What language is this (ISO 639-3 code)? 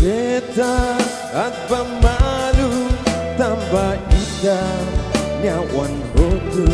tet